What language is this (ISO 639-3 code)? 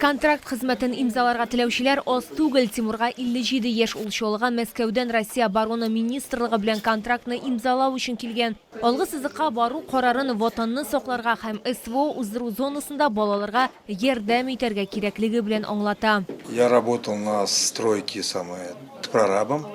tat